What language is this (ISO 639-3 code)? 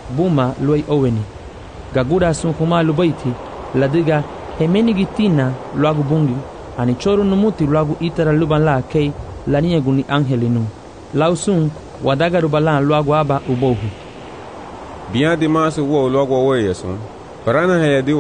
cab